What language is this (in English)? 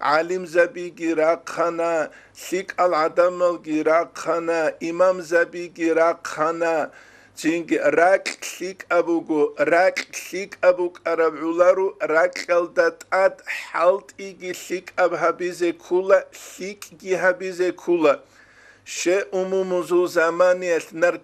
Avaric